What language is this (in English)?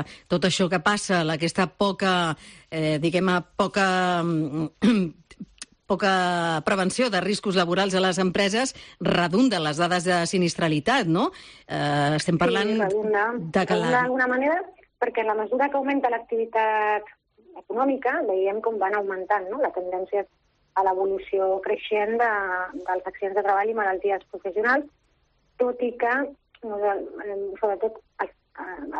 Catalan